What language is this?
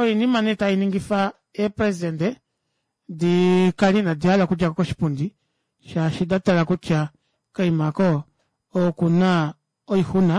Kuanyama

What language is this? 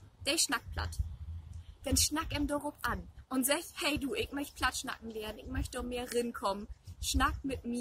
Low German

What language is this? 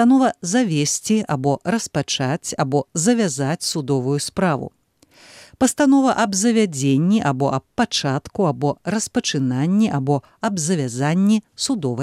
Belarusian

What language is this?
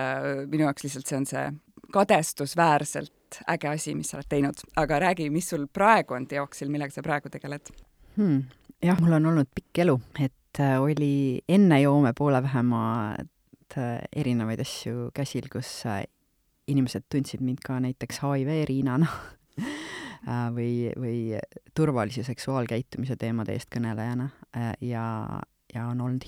Estonian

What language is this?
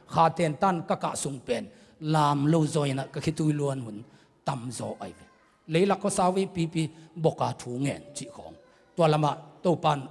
Tedim Chin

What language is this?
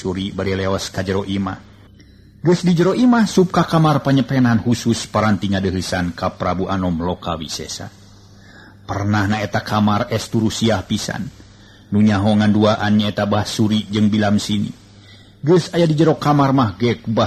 Sundanese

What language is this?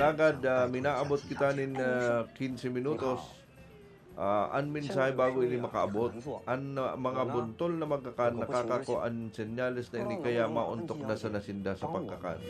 Bikol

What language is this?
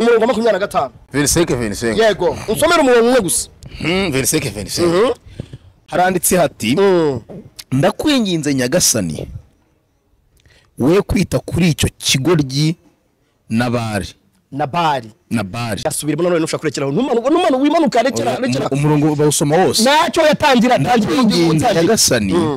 Kinyarwanda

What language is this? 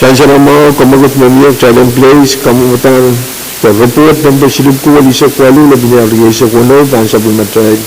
Pohnpeian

